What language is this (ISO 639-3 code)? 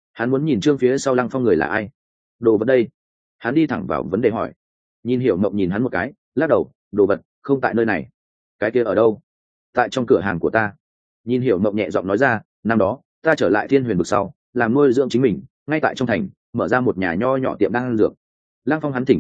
vie